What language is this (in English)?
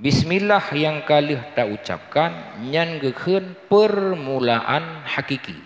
Achinese